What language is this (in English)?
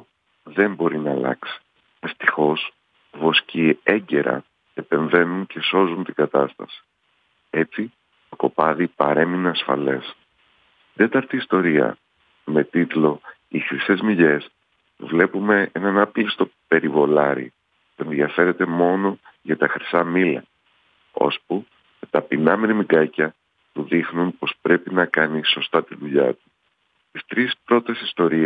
Greek